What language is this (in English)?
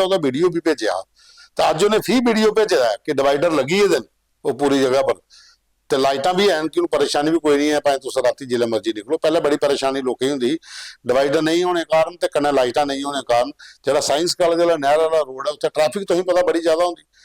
Dogri